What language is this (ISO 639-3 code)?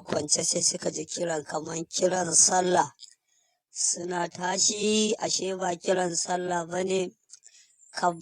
hau